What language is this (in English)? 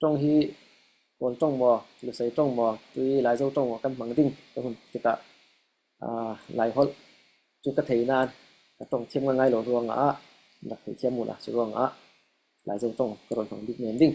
Falam Chin